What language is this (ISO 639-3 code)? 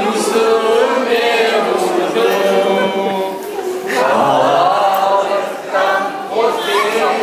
crh